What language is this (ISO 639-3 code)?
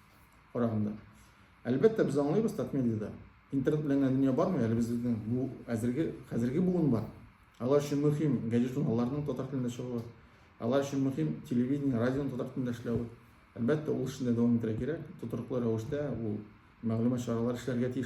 tat